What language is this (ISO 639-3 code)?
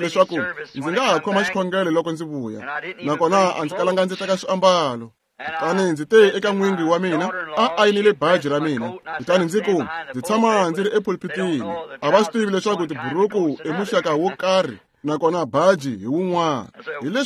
tso